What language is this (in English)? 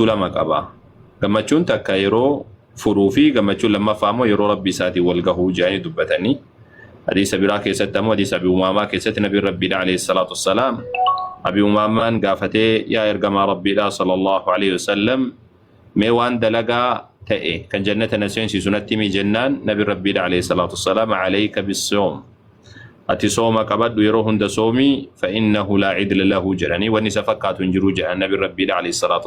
Oromo